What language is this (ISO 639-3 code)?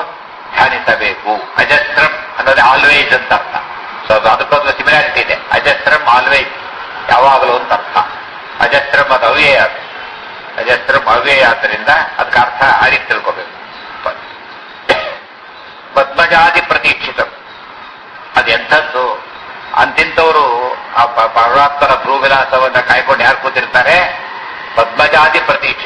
kan